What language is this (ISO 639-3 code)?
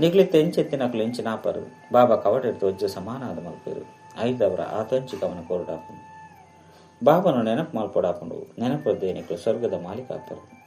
tcy